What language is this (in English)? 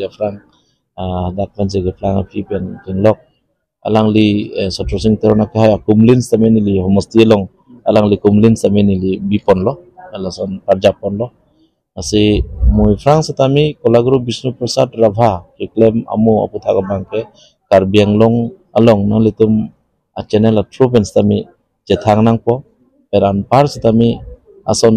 Karbi